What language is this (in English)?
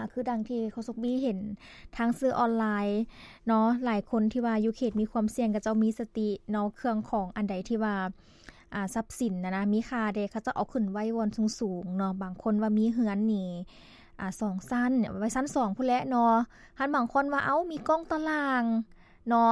Lao